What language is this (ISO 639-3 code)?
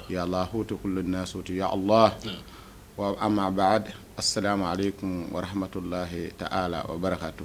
bam